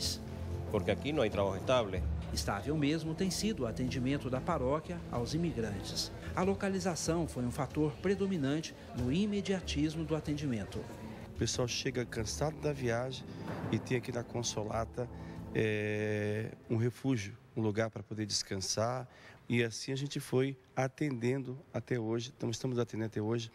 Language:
Portuguese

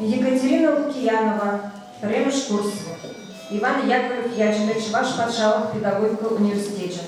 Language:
Chuvash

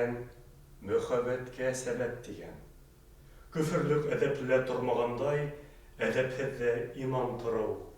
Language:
Bashkir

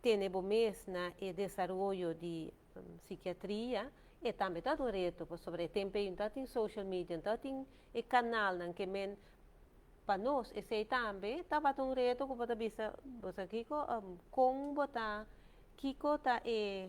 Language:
Papiamento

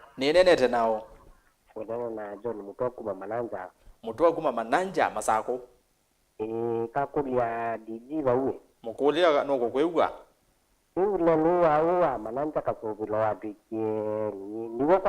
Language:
Kamba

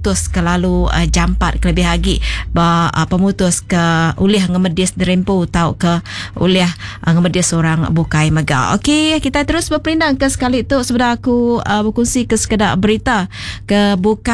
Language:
Iban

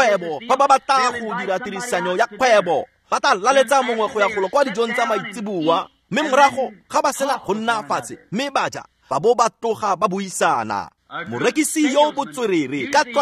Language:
Tswana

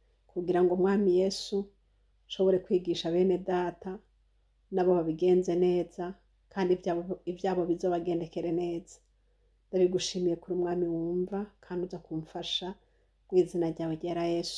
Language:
Rundi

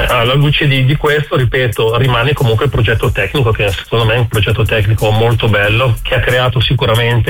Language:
Italian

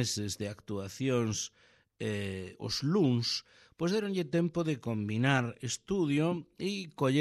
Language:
Galician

